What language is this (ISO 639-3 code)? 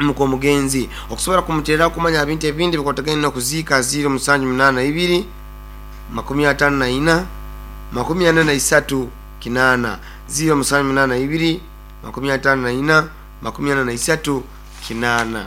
nyo